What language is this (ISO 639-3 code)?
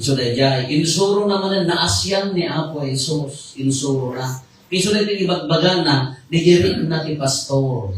ilo